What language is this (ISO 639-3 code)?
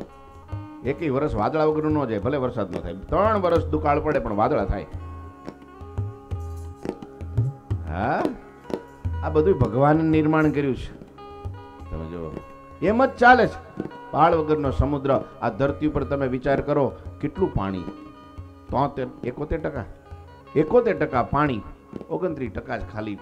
guj